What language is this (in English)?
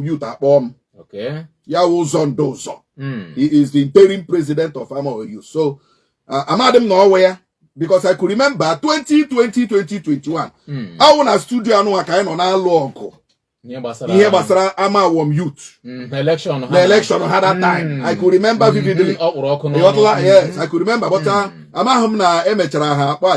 Igbo